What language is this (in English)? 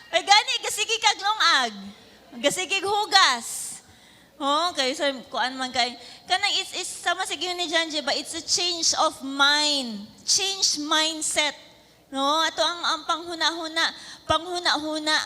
Cebuano